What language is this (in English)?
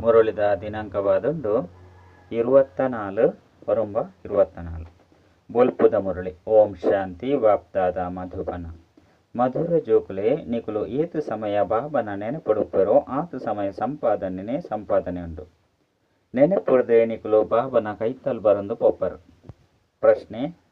Tulu